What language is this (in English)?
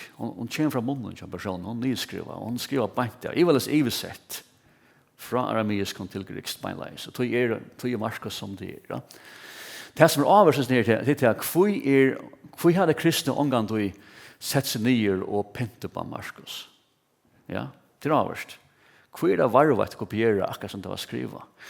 Faroese